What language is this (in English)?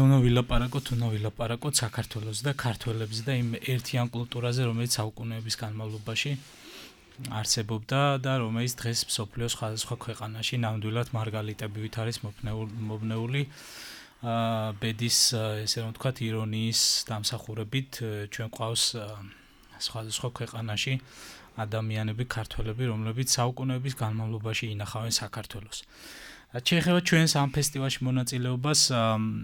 Georgian